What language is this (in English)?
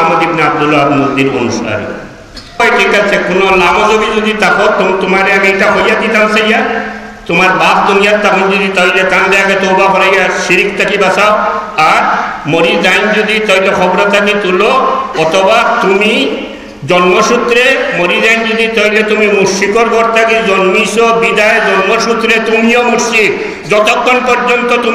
Sylheti